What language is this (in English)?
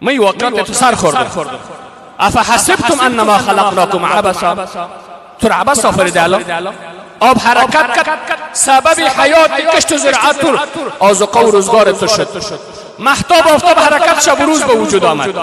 Persian